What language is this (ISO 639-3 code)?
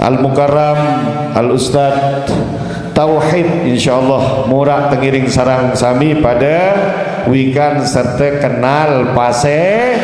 sas